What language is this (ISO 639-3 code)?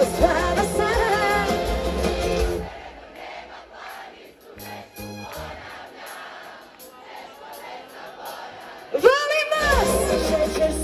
hrv